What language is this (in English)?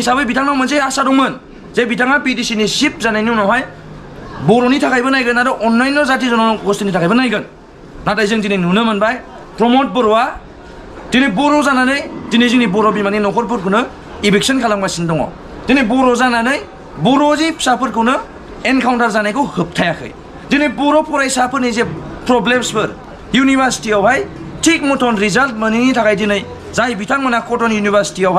Bodo